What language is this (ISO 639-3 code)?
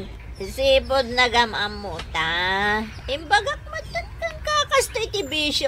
ilo